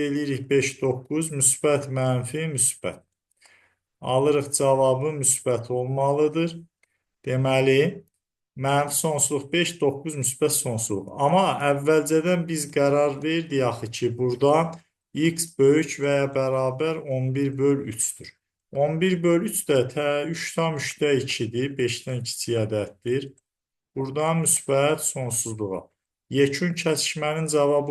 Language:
Azerbaijani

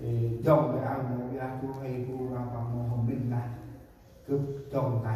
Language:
Central Mnong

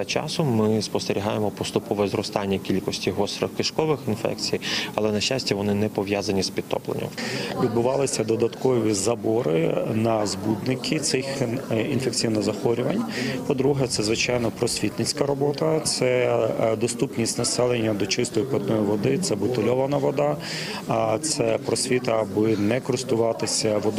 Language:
Ukrainian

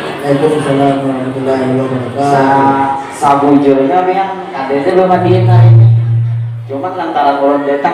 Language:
Banjar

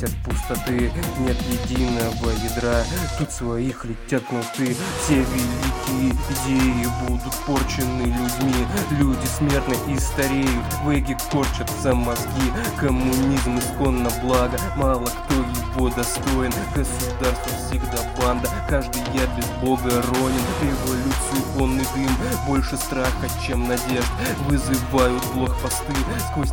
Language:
Russian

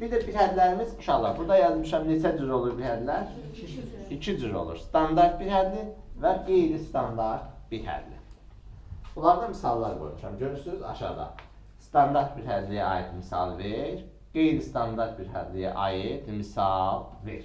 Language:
Azerbaijani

